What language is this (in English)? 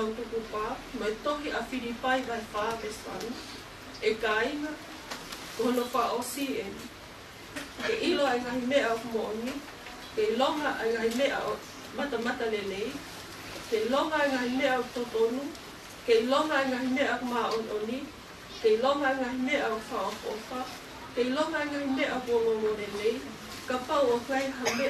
Tongan